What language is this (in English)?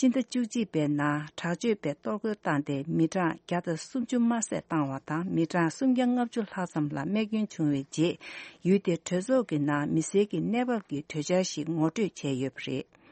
Tibetan